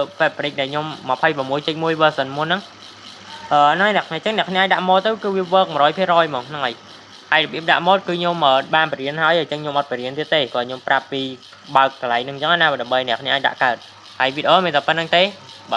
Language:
Khmer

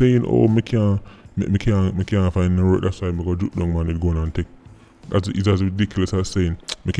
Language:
Jamaican Creole English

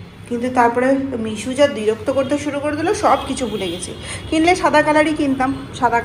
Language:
Bangla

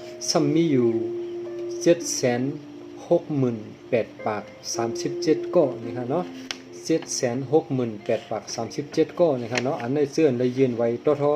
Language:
Shan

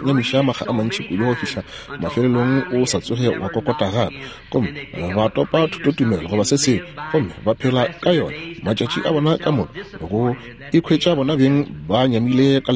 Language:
Northern Sotho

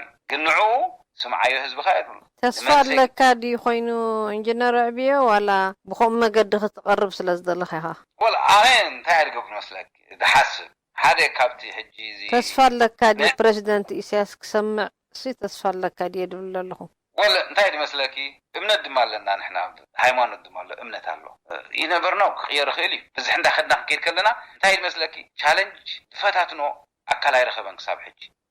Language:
Tigrinya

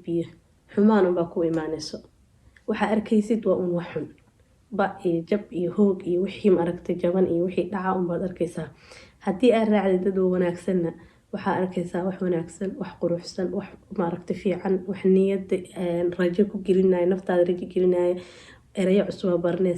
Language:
Somali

